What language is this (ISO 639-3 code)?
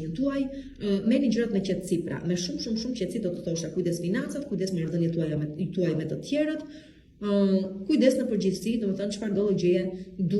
sqi